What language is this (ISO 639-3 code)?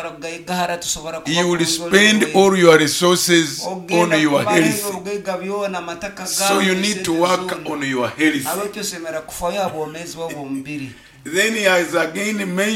nyn